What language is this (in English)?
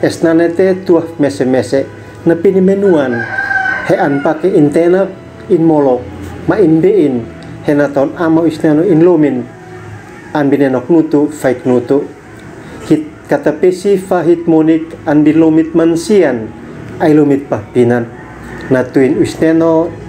Uab Meto